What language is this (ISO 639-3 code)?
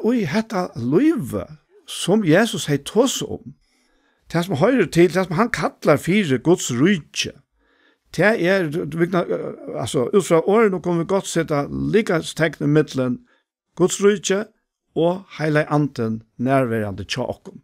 fao